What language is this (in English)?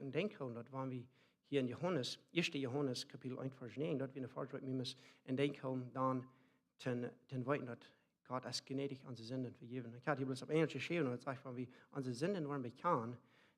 Plautdietsch